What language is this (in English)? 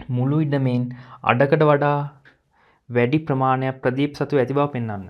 Sinhala